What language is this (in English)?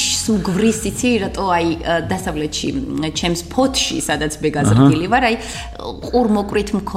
Georgian